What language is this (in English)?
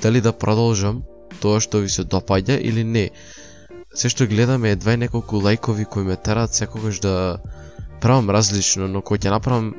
Macedonian